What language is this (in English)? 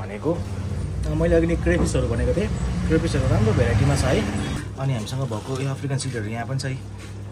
Nepali